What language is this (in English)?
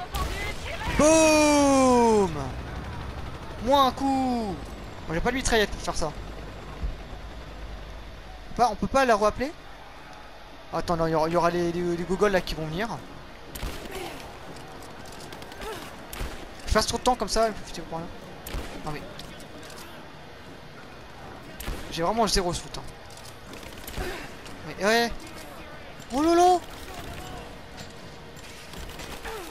French